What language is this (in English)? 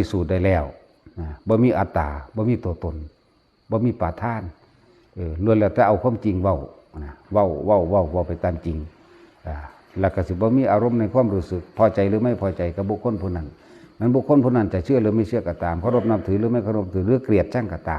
Northeastern Thai